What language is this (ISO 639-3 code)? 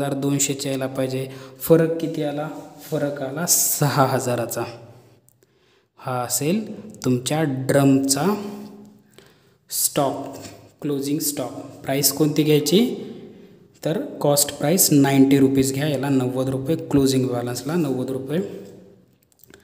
mar